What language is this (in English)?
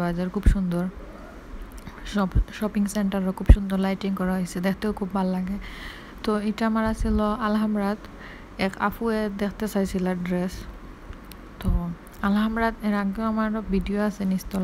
Bangla